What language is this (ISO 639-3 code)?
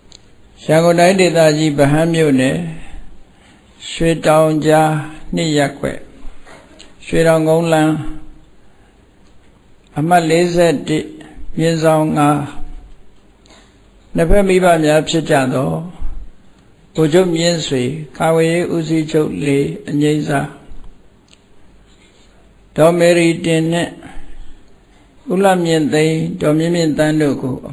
mya